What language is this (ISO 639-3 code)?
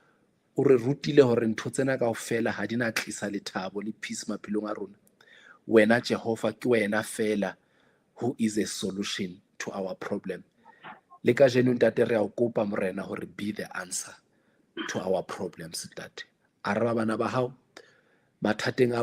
sot